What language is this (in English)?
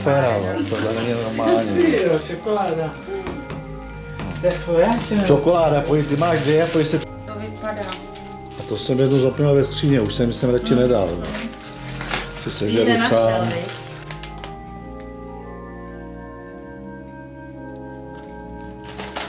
Czech